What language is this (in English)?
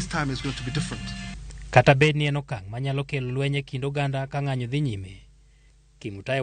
Luo (Kenya and Tanzania)